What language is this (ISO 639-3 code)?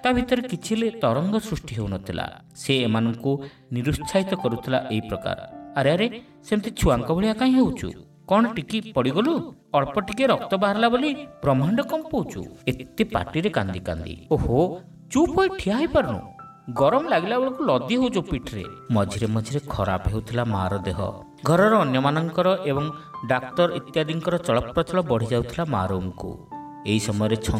ori